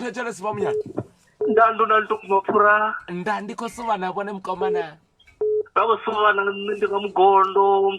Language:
Venda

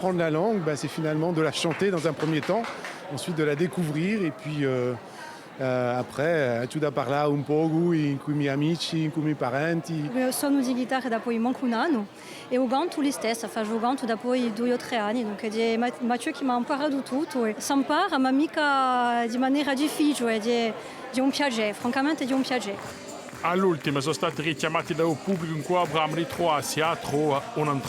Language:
Corsican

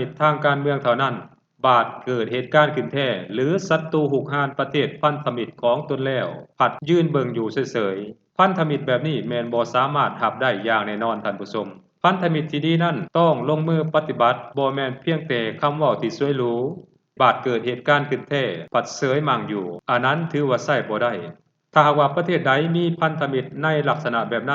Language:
Lao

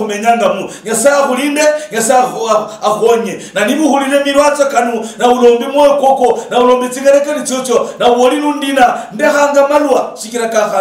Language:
Luyia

